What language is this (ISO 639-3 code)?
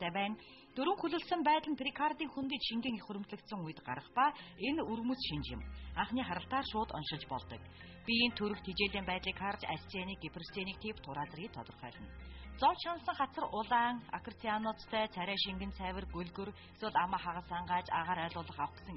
mon